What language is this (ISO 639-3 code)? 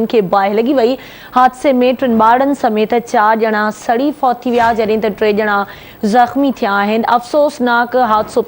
snd